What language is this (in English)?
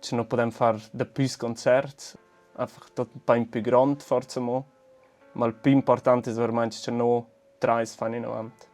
Romansh